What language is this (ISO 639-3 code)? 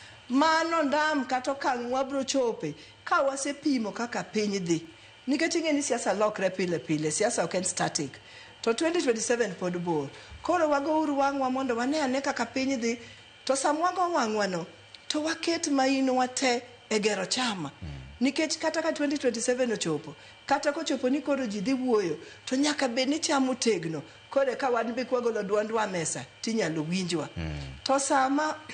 luo